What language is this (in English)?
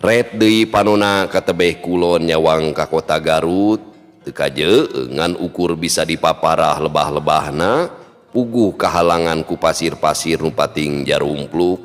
Sundanese